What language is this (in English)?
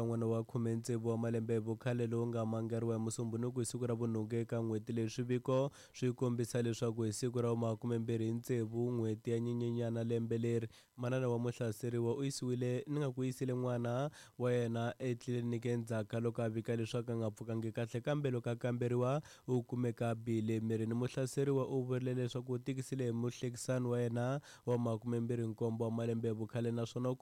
Tsonga